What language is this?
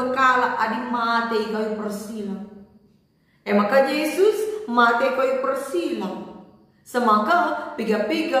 Batak Karo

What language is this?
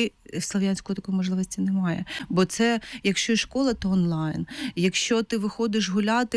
Ukrainian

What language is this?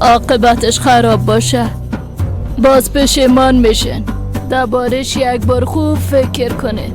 Persian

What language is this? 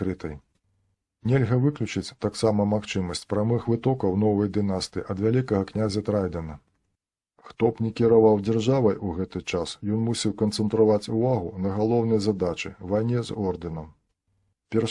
Belarusian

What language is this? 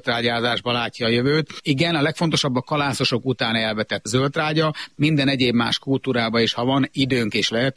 Hungarian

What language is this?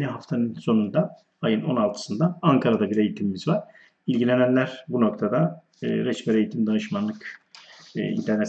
Turkish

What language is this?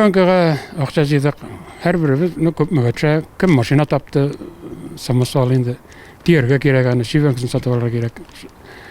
Tatar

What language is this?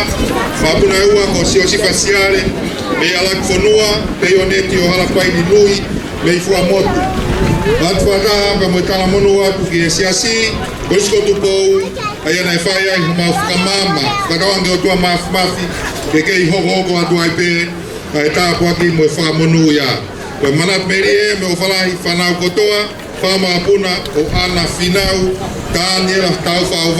Tongan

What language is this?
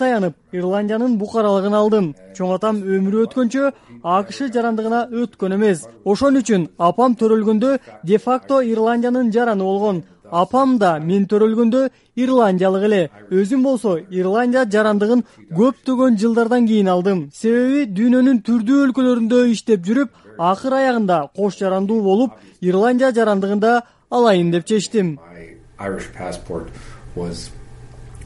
Kyrgyz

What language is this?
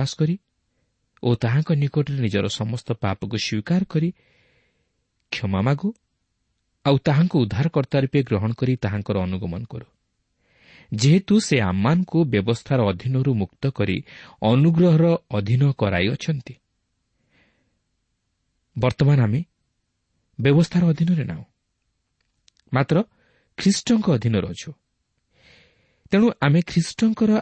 Odia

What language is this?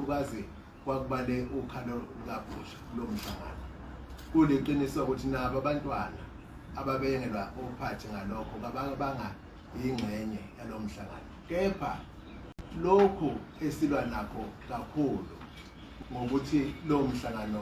Zulu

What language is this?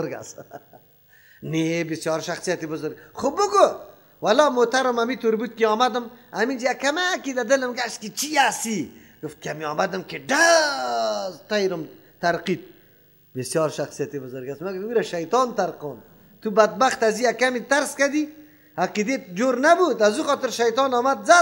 Persian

